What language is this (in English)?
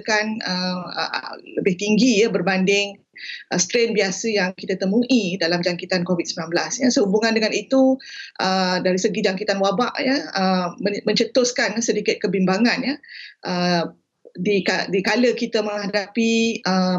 Malay